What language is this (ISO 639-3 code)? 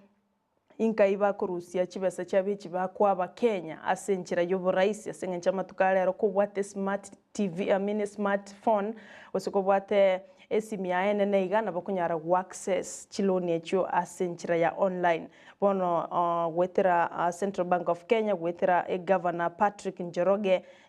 guz